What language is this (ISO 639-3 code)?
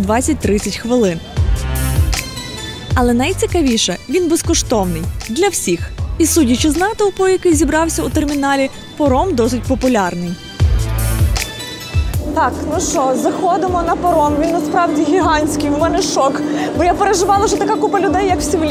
ukr